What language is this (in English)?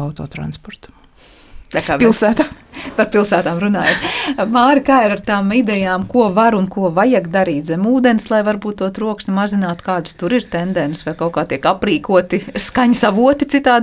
Latvian